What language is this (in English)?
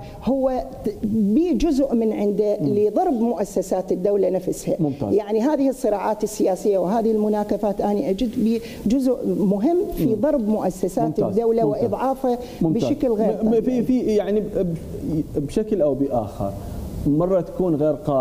Mesopotamian Arabic